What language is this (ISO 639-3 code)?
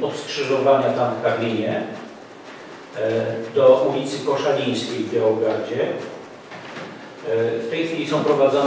pol